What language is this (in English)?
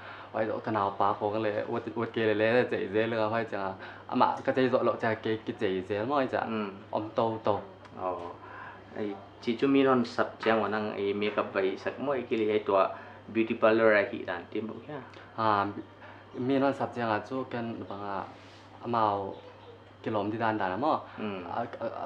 Paite Chin